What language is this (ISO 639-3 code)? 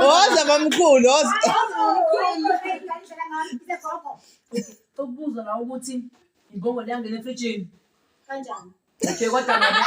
zul